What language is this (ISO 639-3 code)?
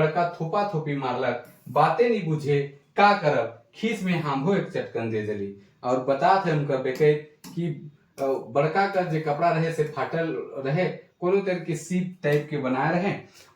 sck